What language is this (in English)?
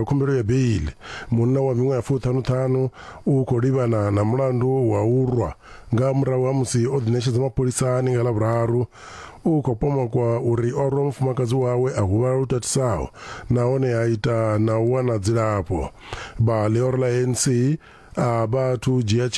Venda